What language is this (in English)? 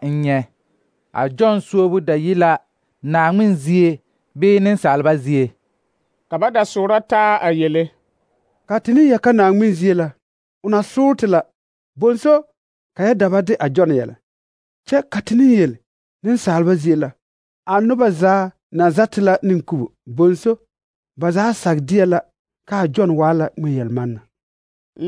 Southern Dagaare